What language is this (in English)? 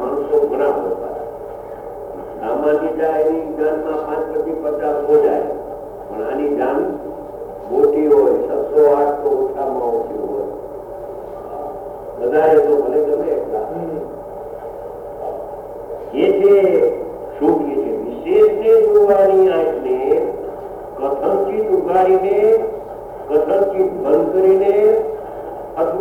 Gujarati